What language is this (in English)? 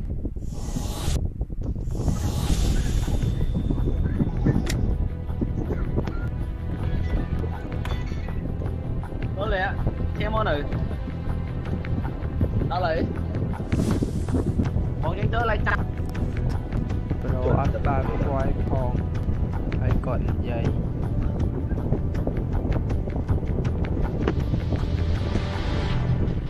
Vietnamese